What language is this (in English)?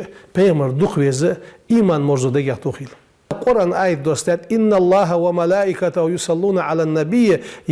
Ingush